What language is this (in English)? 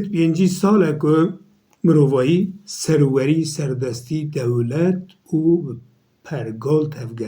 Kurdish